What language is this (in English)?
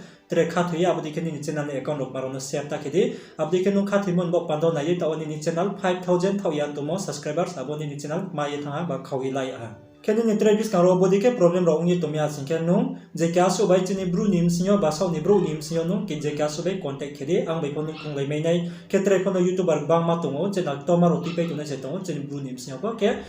Riang (India)